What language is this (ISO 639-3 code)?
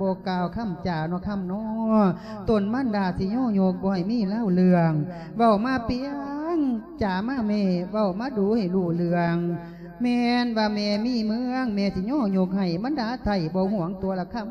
lao